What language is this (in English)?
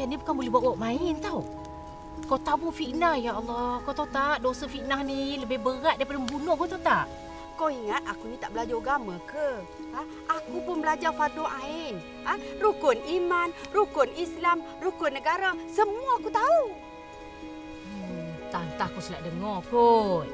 Malay